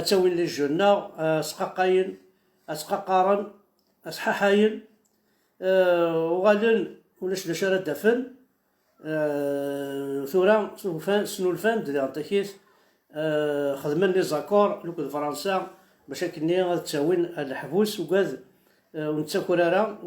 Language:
Kabyle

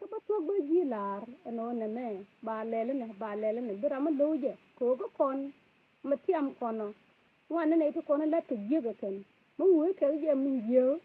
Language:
Nuer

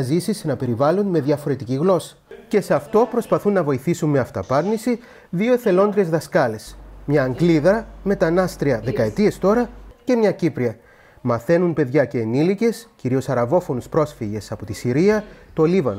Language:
Greek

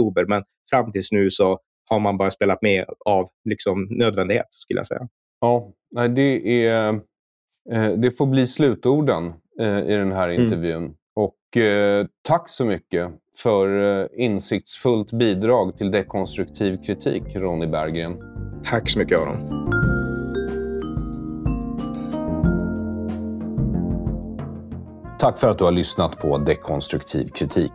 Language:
Swedish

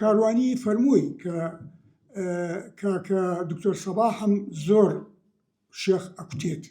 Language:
Central Kurdish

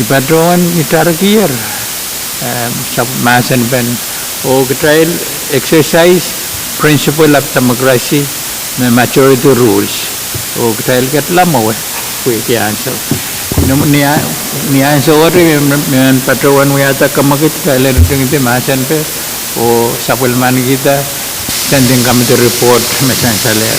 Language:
Pohnpeian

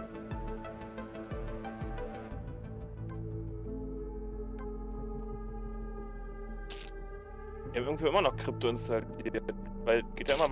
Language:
German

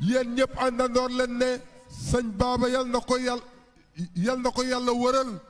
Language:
Wolof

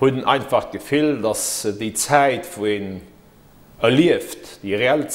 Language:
Luxembourgish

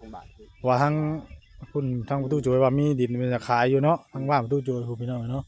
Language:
Northeastern Thai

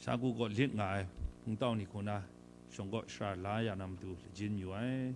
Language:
Kachin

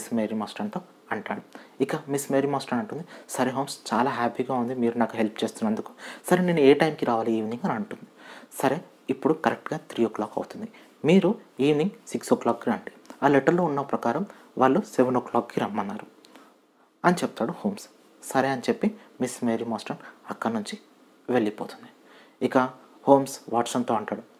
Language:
Telugu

